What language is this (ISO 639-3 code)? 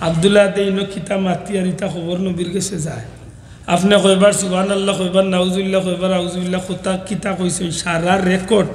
syl